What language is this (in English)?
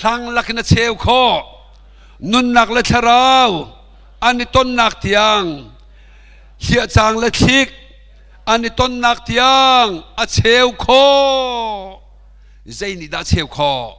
Hakha Chin